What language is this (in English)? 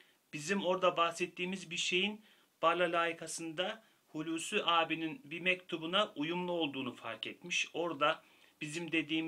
Turkish